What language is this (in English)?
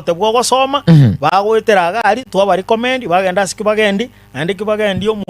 Gusii